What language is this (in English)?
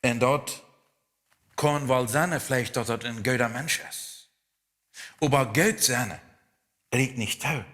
Plautdietsch